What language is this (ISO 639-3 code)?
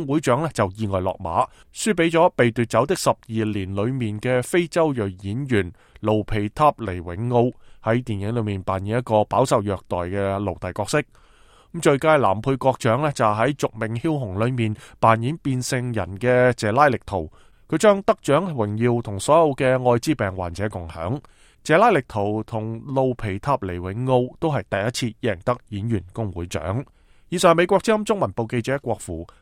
yue